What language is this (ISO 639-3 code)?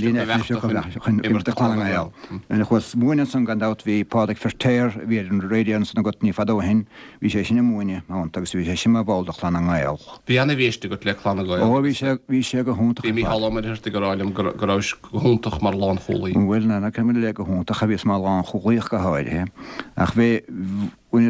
gle